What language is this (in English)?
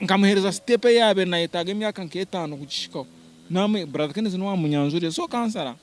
Nyankole